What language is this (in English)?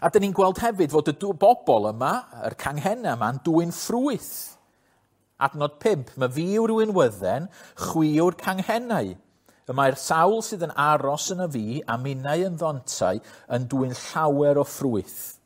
Welsh